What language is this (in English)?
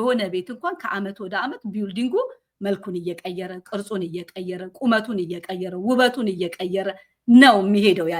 Amharic